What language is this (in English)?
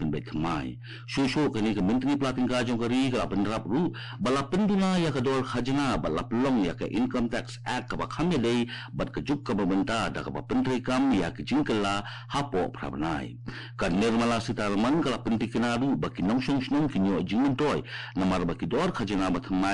Khasi